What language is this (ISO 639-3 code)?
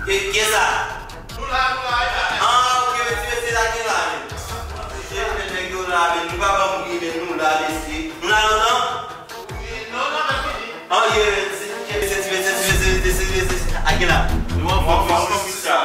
hat